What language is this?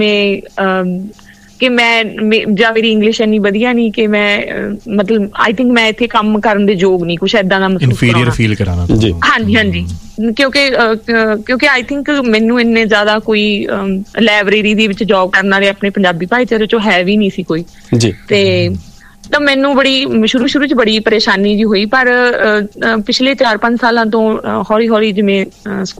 Punjabi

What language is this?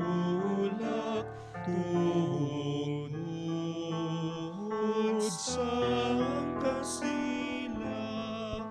Hiligaynon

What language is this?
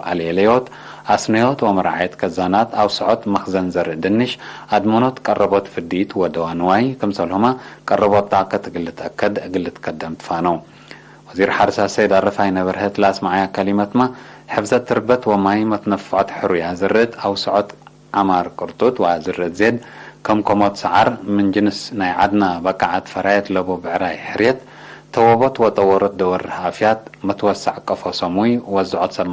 Tigre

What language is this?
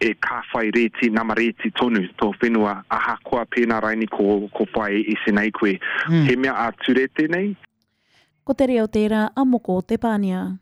Māori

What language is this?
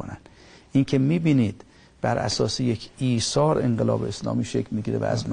Persian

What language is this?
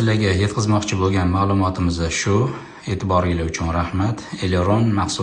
Uzbek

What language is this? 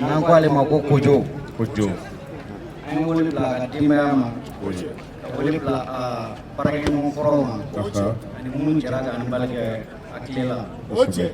Bambara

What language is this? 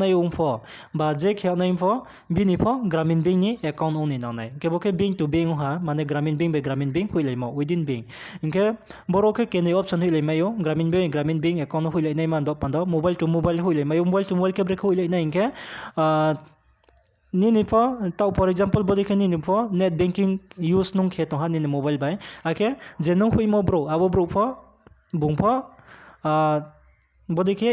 Riang (India)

